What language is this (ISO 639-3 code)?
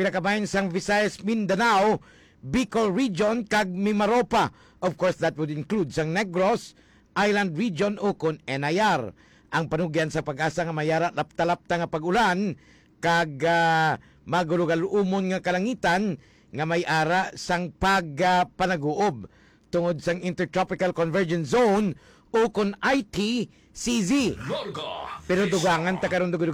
hil